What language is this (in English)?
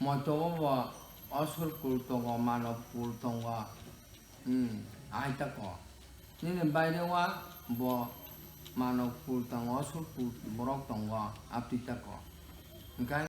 Kok Borok